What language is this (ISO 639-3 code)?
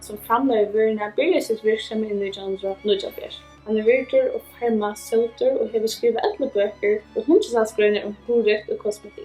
fao